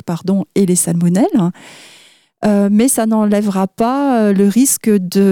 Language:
French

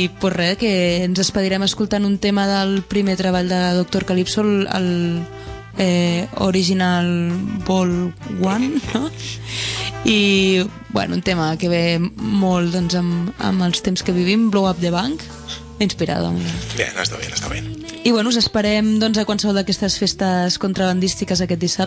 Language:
Catalan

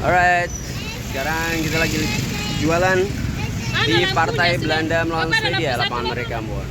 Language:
Ambonese Malay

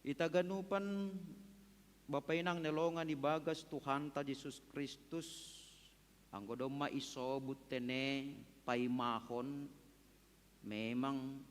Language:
Batak Simalungun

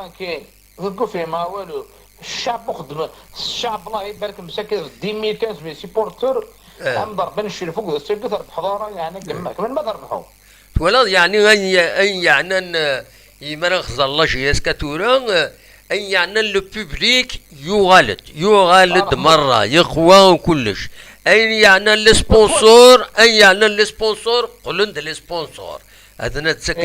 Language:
Kabyle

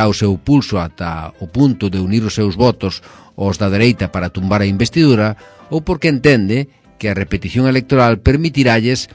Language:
Galician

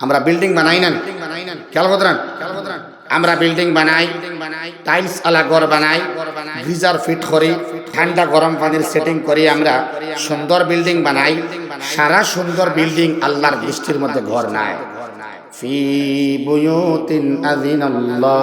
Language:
Sylheti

